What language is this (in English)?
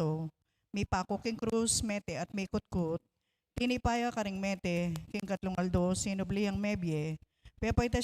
Pampanga